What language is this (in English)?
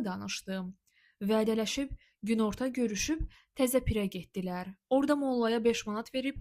Azerbaijani